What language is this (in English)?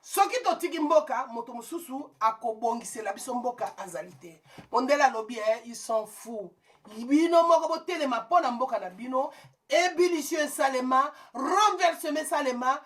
Lingala